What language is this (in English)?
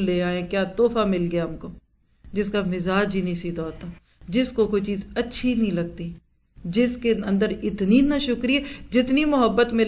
Urdu